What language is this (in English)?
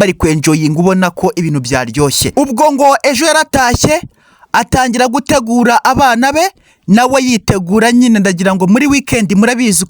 Kinyarwanda